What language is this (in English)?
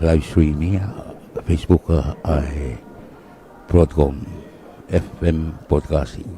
Tongan